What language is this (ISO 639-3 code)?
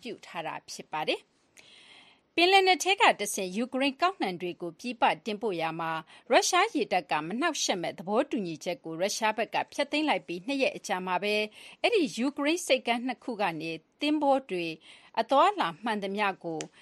mya